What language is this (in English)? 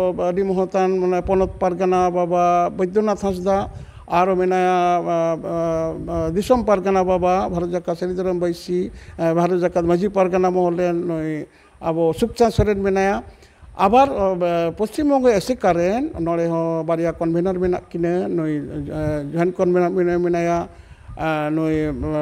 Santali